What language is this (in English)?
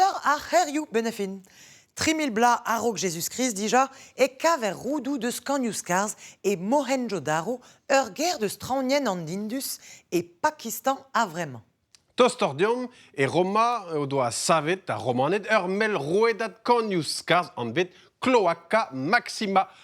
Breton